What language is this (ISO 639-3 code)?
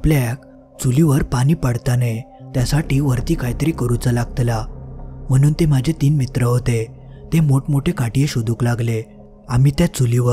mar